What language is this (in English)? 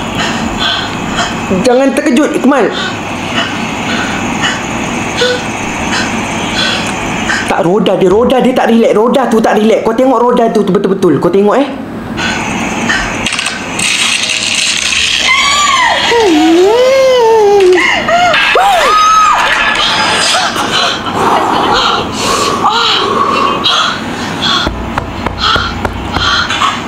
Malay